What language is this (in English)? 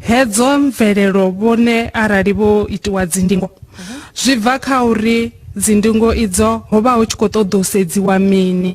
Venda